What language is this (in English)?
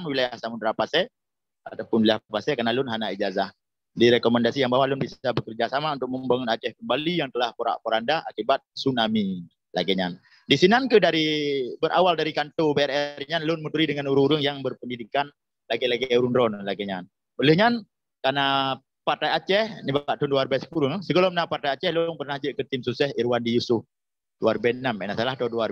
Achinese